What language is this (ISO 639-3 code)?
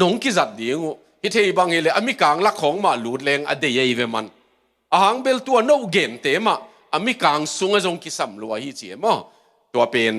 ctd